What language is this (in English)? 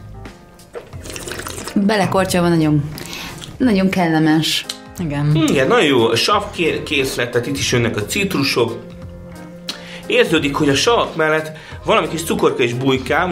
Hungarian